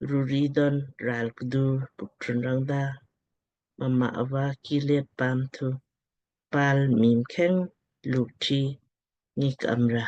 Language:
Lamkang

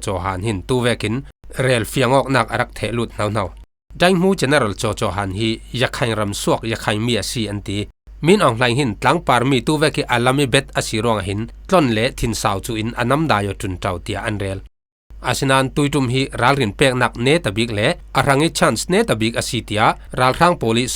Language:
Falam Chin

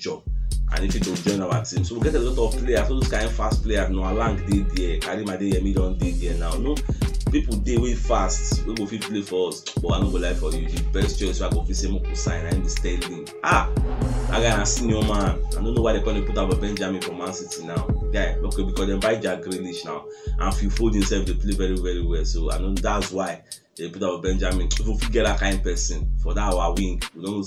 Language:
Nigerian Pidgin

